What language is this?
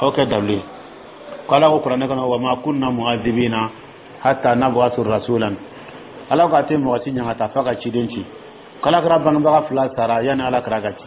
Dyula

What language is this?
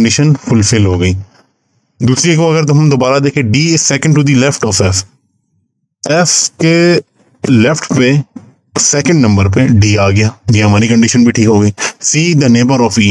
Hindi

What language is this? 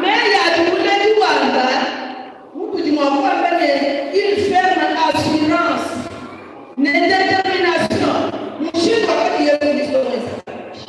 Luba-Lulua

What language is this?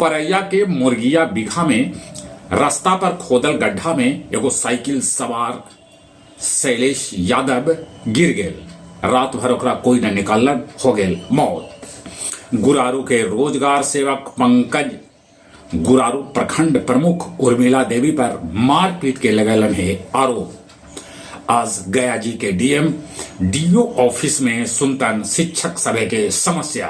Magahi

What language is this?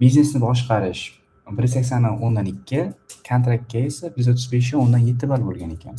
Uzbek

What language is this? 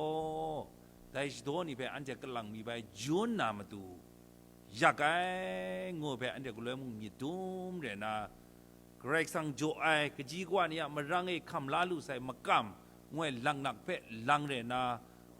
Kachin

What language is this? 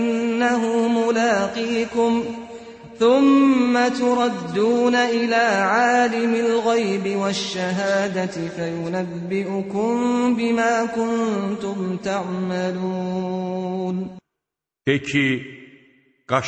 Azerbaijani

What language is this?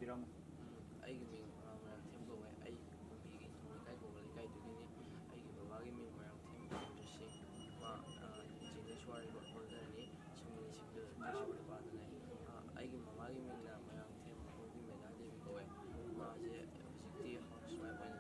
Manipuri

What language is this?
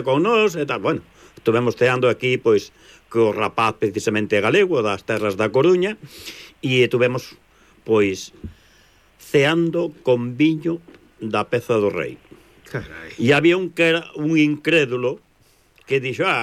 Galician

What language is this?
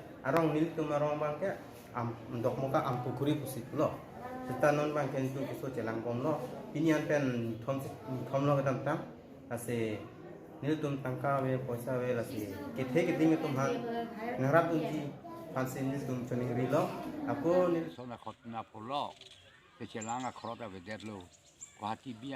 Karbi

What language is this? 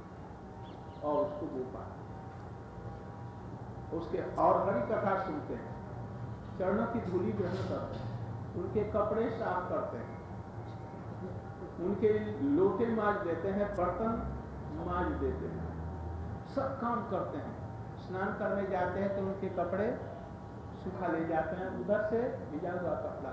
Hindi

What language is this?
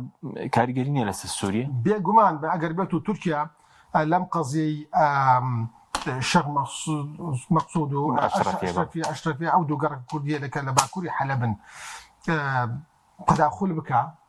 Central Kurdish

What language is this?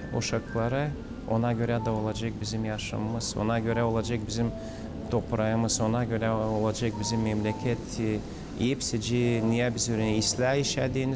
Gagauz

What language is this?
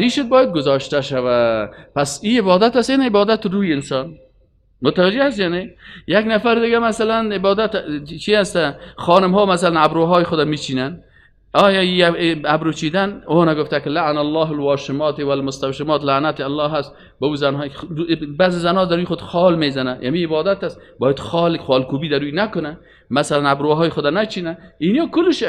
Persian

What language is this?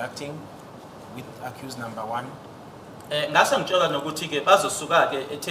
Zulu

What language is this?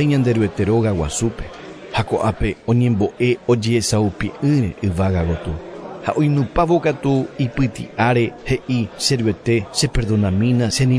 Guarani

